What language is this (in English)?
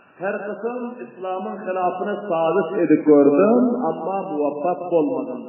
Turkmen